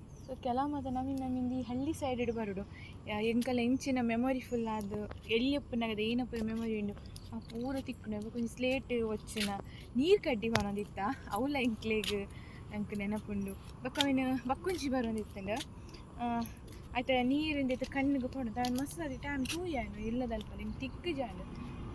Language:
Tulu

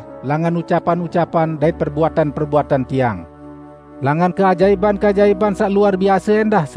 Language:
Sasak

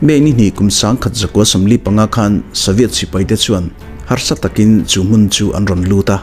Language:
Mizo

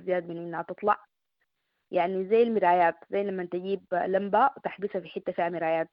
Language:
Sudanese Arabic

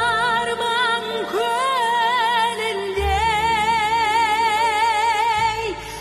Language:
Kazakh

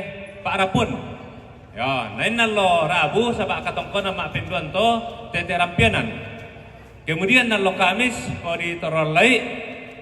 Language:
Toraja-Sa'dan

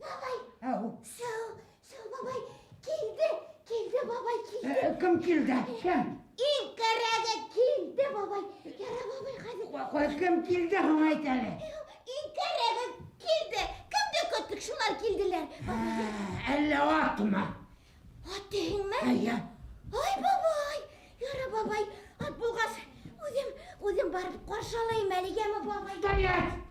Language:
Bashkir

